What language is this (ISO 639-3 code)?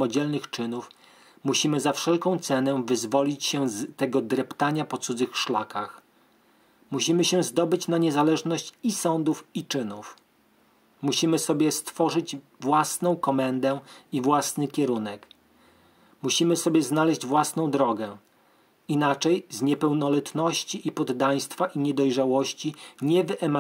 pol